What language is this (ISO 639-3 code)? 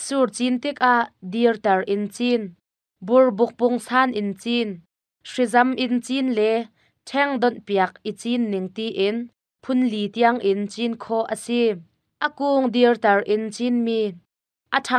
cnh